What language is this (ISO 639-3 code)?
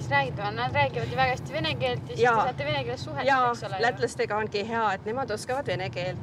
est